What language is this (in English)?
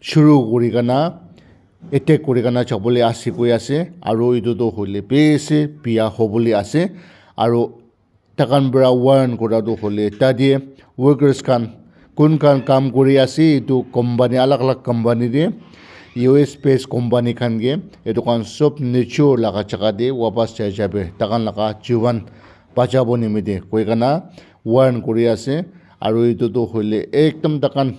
Naga Pidgin